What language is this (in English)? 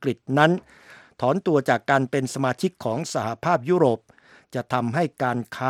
Thai